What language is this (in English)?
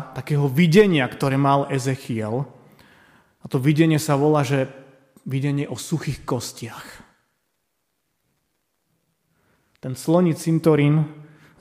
Slovak